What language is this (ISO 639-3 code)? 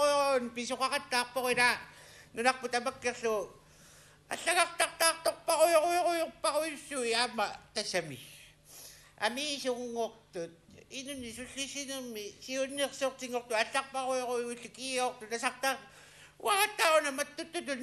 kal